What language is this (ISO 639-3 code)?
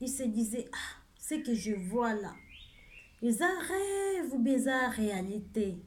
lin